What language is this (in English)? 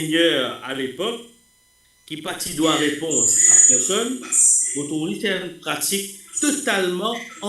Morisyen